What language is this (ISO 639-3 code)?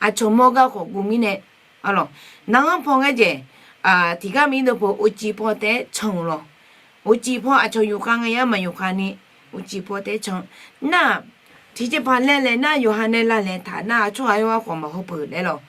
ahk